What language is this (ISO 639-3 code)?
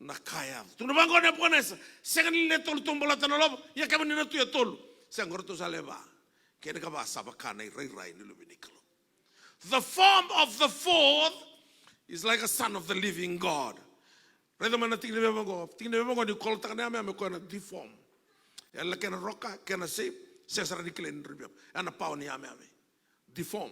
fij